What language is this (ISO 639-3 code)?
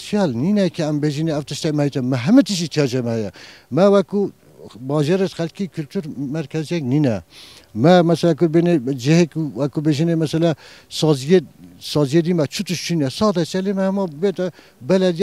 kur